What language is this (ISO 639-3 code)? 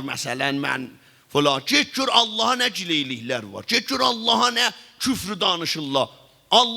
azb